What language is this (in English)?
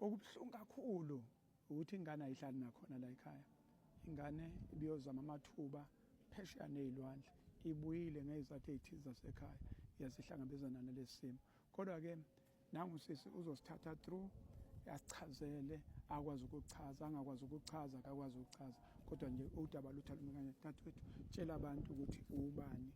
Zulu